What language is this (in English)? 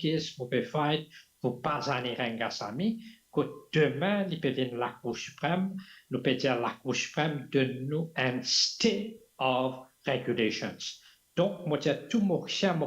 Morisyen